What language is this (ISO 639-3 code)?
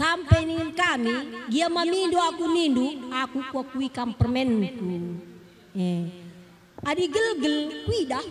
btx